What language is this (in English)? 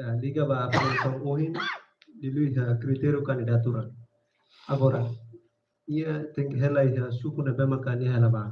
Tetum